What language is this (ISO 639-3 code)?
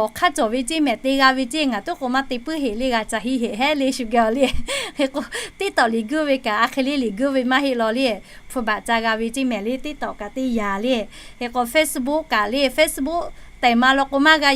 lhu